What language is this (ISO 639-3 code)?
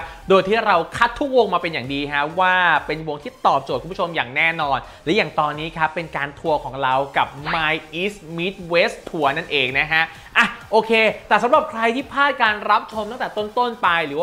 tha